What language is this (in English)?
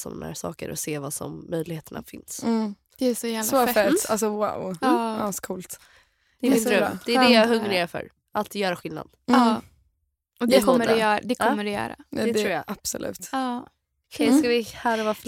Swedish